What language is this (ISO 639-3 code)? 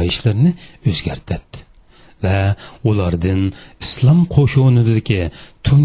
uig